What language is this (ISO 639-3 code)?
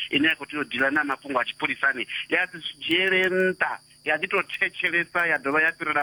ven